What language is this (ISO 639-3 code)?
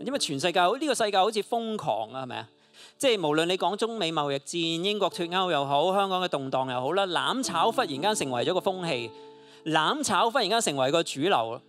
yue